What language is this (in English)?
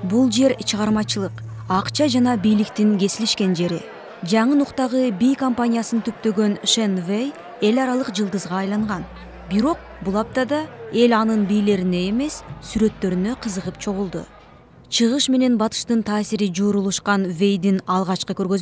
Kyrgyz